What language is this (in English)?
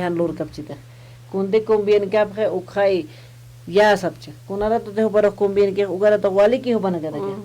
Aymara